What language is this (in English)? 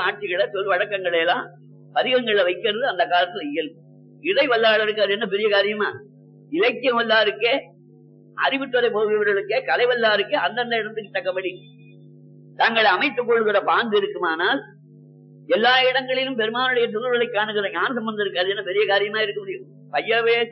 Tamil